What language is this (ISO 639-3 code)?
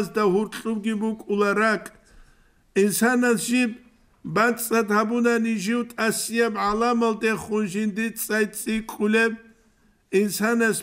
ava